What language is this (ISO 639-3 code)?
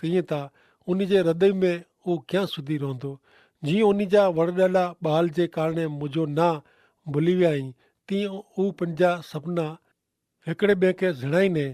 kfr